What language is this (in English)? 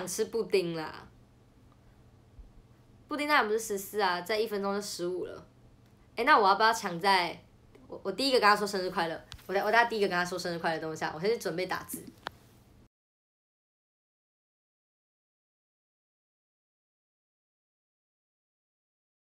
Chinese